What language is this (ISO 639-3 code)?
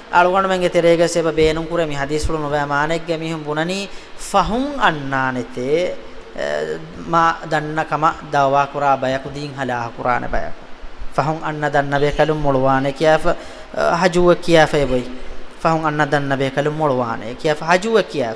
div